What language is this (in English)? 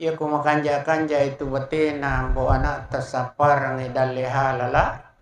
Buginese